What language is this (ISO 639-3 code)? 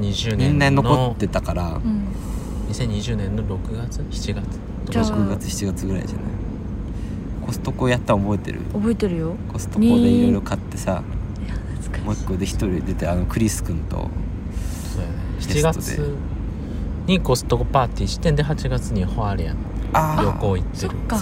jpn